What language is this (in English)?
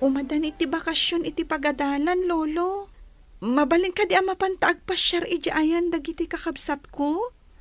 Iloko